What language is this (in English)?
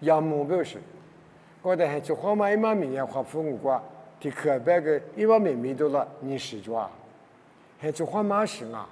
Lisu